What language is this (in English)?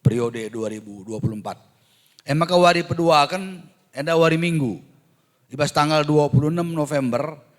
Batak Karo